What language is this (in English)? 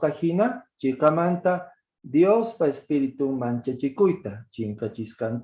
Quechua